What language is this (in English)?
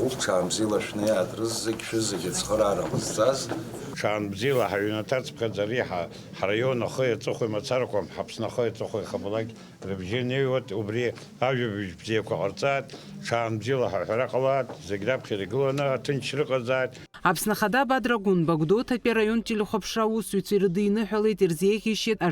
Abkhazian